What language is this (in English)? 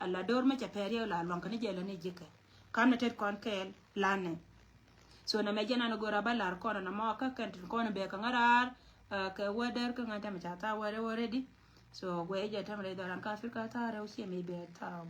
Nuer